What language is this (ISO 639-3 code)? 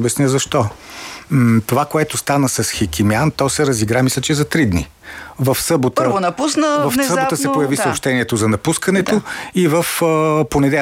bul